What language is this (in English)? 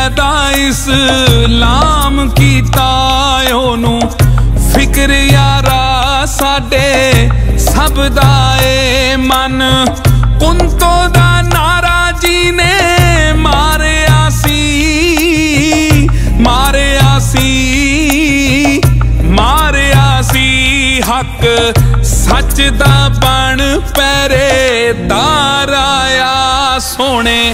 Punjabi